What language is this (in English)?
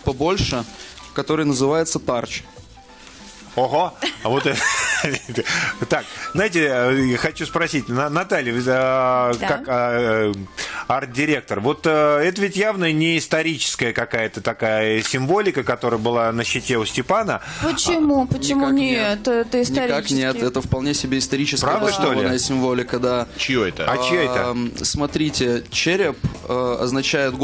Russian